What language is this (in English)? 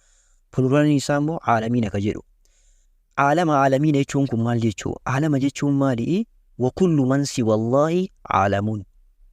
Oromo